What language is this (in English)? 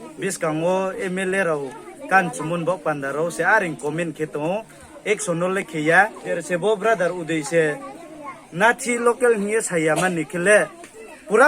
Riang (India)